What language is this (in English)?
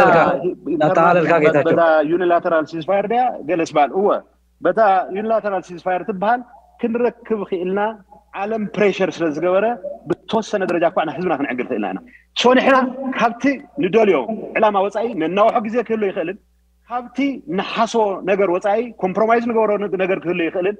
Tigrinya